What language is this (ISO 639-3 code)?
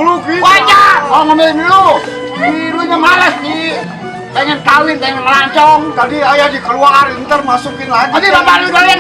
bew